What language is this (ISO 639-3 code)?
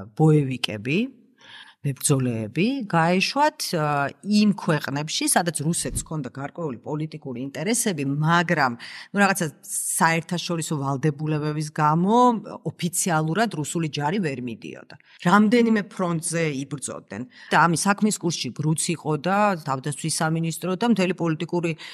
kat